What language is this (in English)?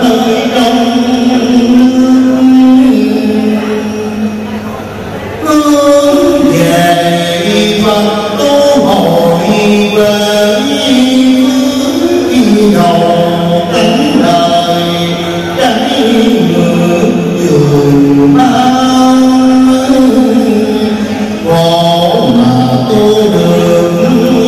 Vietnamese